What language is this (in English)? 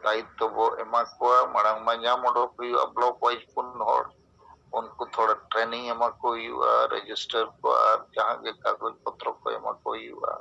Santali